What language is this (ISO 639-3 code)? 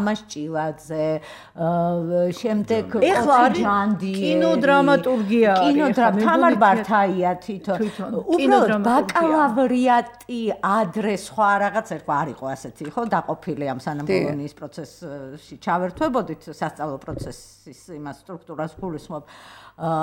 kat